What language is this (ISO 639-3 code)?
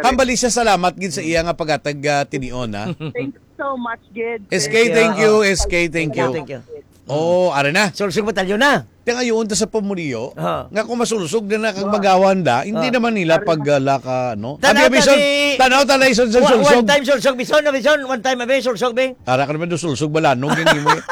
hil